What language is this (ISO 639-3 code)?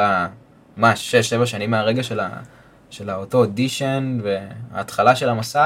heb